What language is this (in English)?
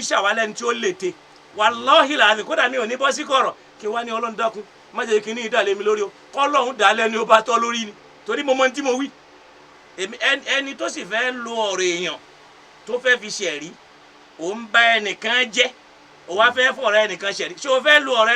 Yoruba